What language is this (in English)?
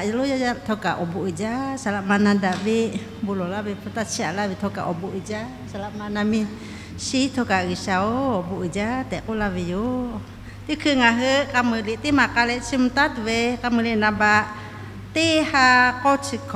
Lahu